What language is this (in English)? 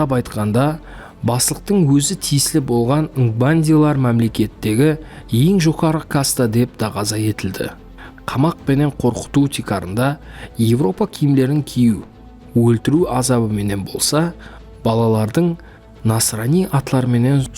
Kara-Kalpak